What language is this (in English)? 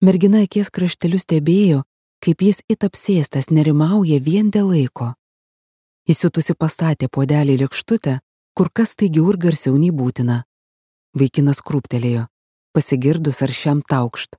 Lithuanian